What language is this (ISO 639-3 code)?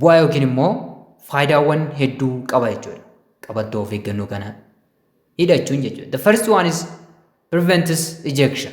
orm